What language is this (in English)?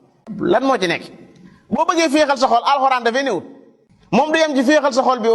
Wolof